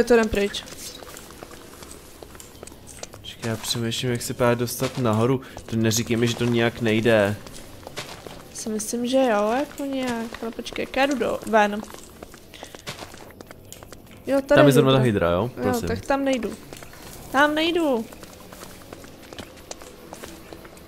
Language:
Czech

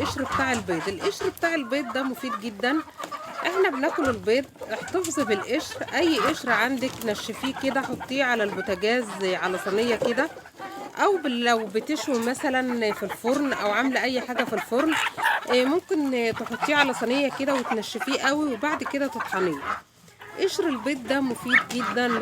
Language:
Egyptian Arabic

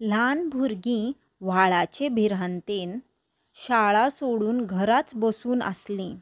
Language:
Konkani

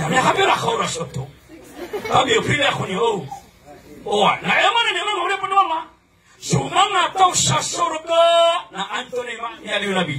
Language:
Maranao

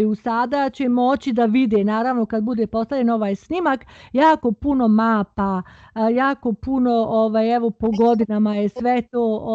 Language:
Bosnian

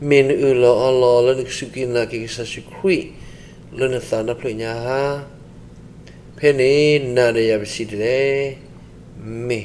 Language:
S'gaw Karen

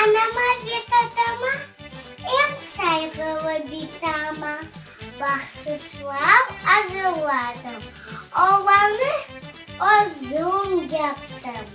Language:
Crimean Tatar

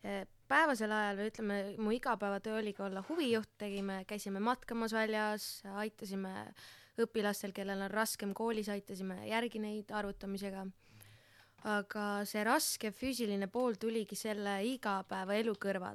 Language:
Estonian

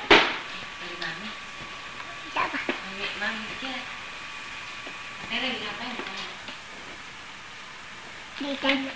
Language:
Indonesian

